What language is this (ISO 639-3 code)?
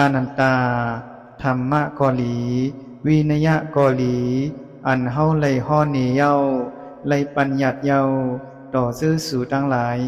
shn